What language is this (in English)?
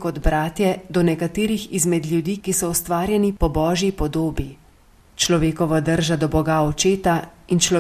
Slovenian